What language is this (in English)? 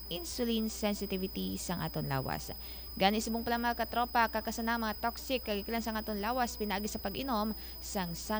Hiligaynon